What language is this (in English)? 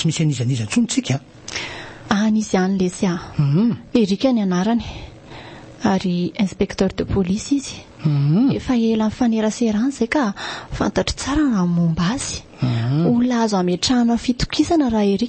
Malagasy